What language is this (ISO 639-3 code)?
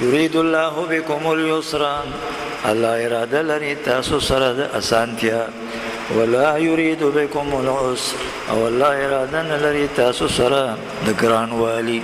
pus